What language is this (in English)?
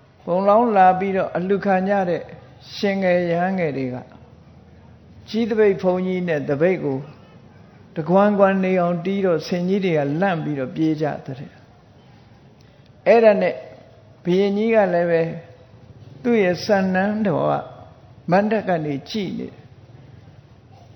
Burmese